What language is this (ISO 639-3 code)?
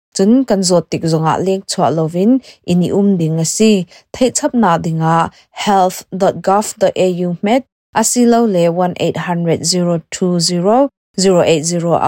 cnh